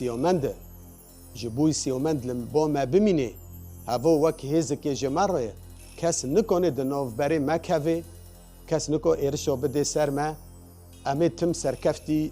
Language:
Kurdish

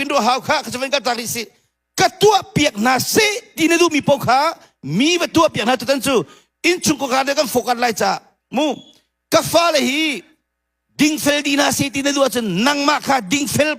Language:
Hakha Chin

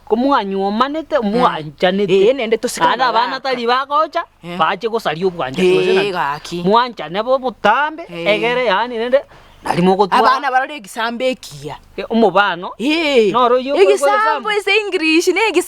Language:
Gusii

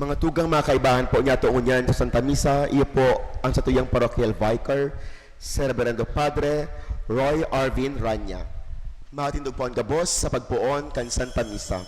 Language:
Bikol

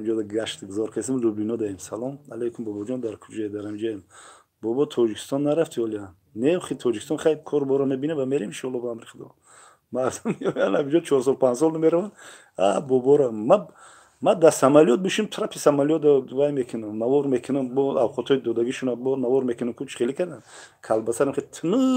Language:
Tajik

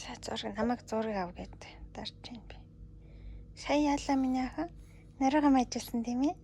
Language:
Mongolian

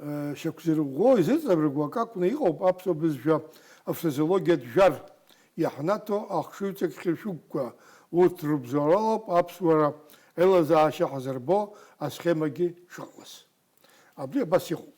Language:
Abkhazian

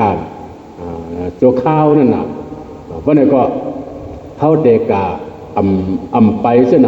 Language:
Shan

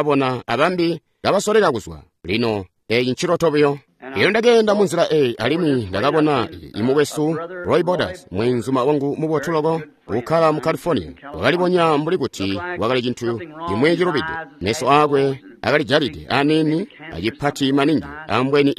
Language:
Tonga (Zambia)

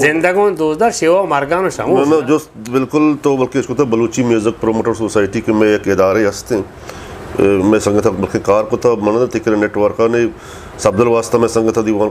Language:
Eastern Balochi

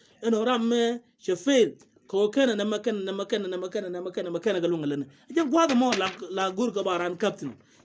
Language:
Nuer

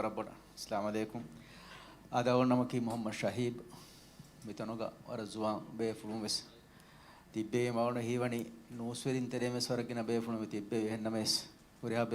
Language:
Divehi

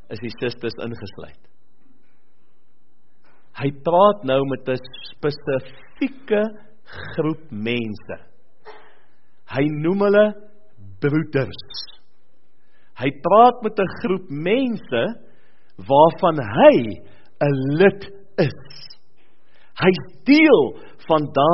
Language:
Afrikaans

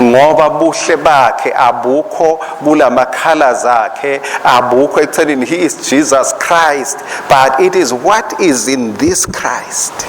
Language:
Swati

